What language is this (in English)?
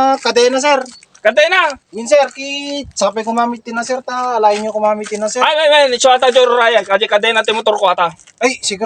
Iloko